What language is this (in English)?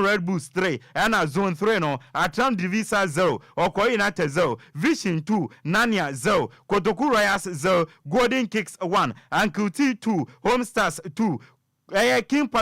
Akan